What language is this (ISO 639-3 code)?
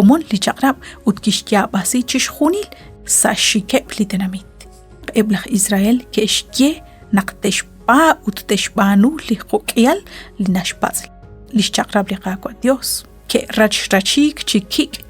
kek